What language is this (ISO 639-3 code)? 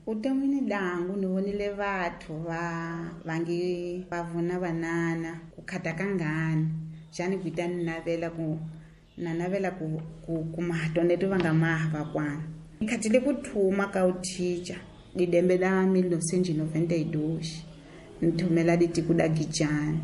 tso